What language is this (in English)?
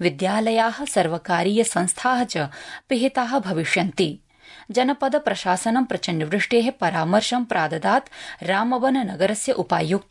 Sanskrit